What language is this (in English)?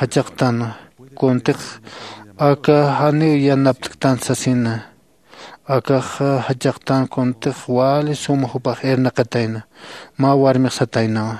Aymara